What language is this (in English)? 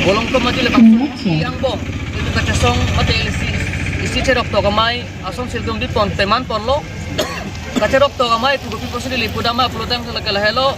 Karbi